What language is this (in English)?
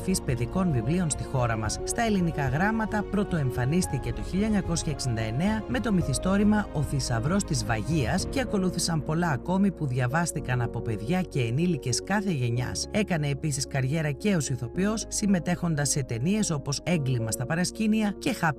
Greek